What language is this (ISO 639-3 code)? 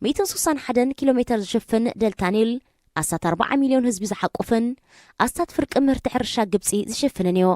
tir